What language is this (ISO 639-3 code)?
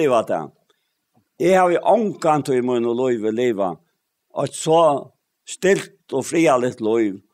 fao